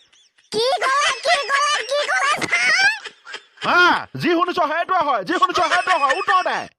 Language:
Assamese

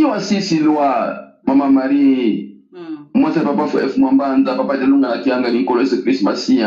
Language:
Lingala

